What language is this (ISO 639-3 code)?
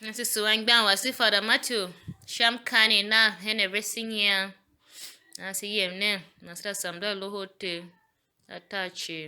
tiv